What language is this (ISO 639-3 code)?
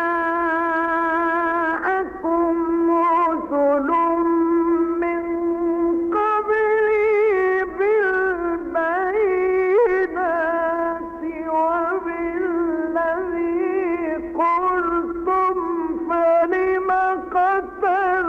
ara